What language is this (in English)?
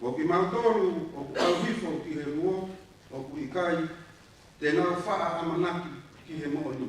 Tongan